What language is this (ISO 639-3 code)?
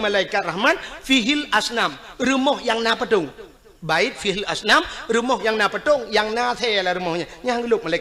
ace